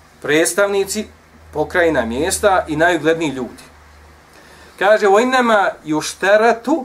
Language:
Bosnian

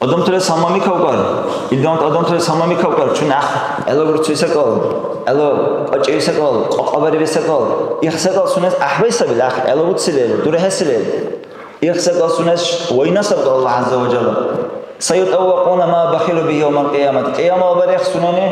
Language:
Dargwa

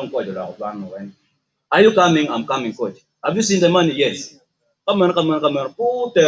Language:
Acoli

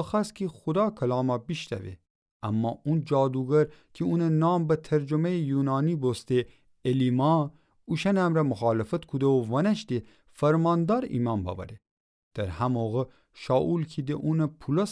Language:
Gilaki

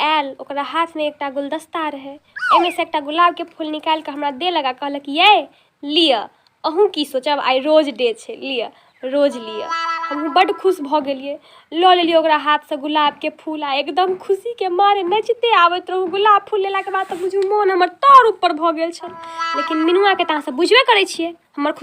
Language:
Maithili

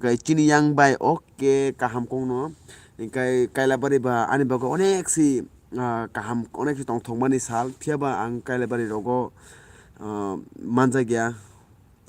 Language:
Kok Borok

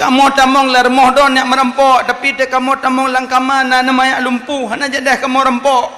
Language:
Achinese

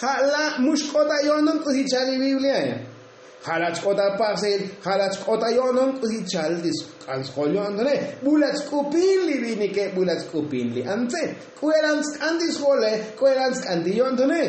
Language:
Tzotzil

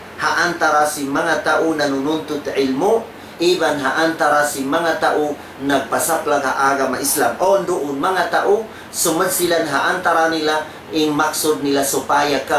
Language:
Tausug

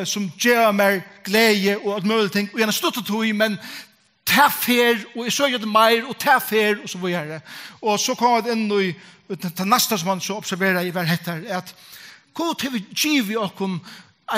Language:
Faroese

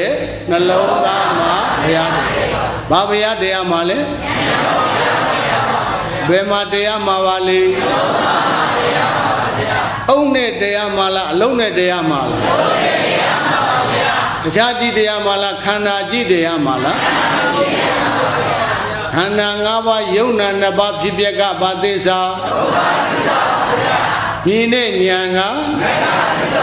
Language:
Burmese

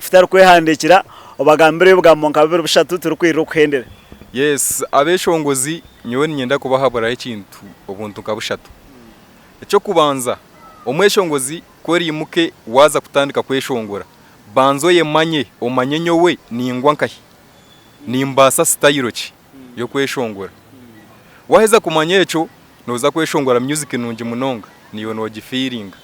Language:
Nyankole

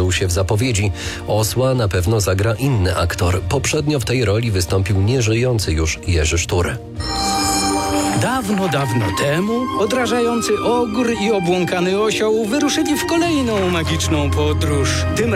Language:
Polish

